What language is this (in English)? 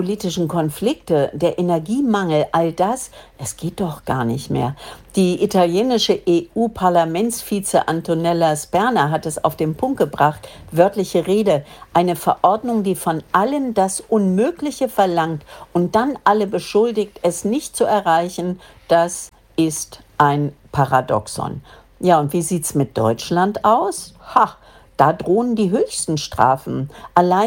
German